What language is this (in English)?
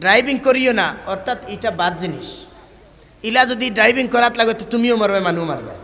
Sylheti